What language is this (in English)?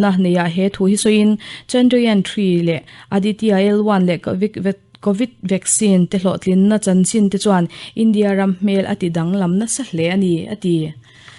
Mizo